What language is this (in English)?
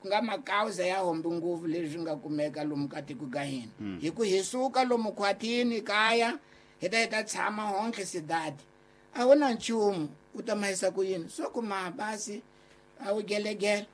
Tsonga